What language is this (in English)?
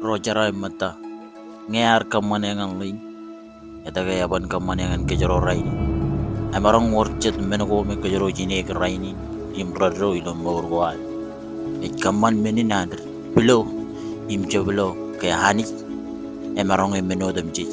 Marshallese